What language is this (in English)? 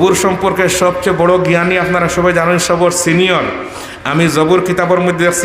Sylheti